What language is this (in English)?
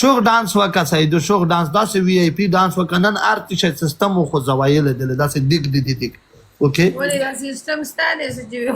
Pashto